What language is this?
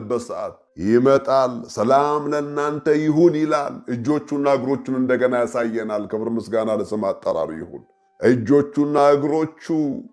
Amharic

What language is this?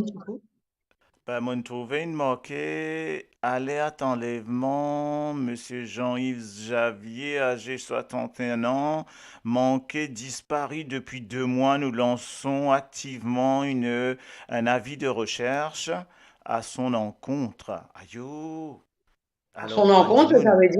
Morisyen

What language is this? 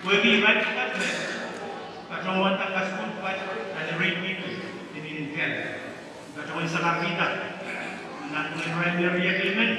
Pohnpeian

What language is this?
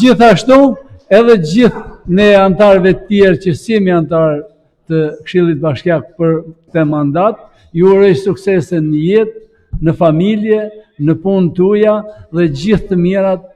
Albanian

